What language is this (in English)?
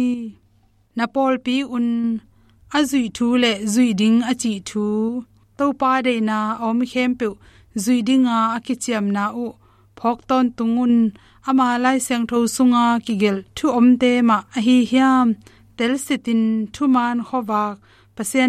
Tedim Chin